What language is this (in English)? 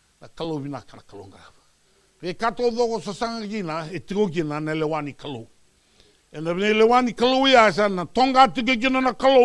Fijian